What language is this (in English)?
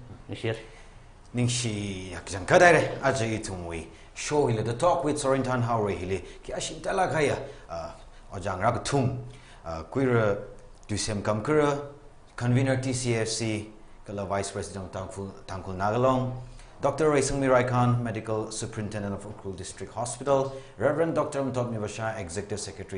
Tangkhul Naga (India)